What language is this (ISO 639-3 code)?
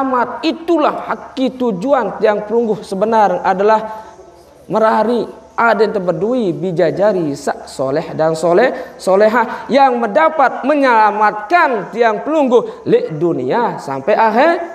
sas